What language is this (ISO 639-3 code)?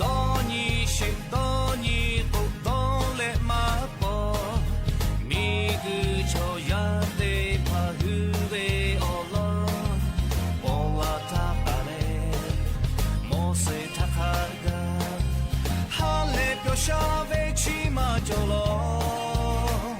lhu